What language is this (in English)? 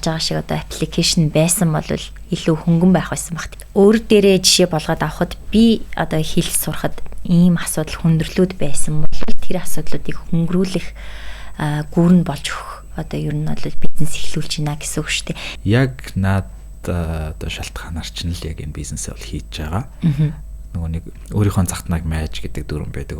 Mongolian